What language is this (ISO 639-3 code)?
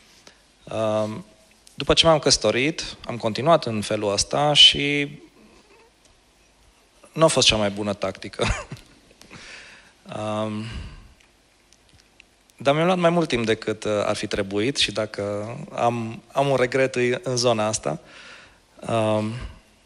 ron